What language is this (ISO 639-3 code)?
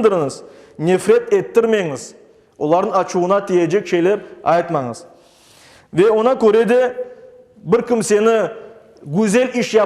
crh